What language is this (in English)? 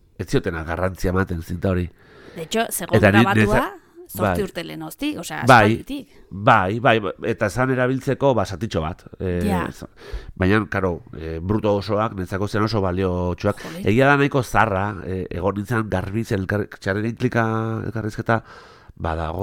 Basque